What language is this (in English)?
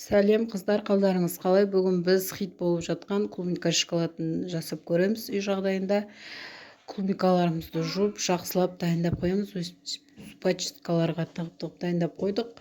Kazakh